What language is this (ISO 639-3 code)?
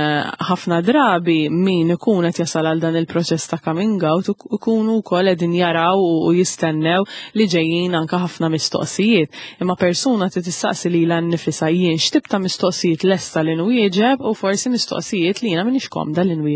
mlt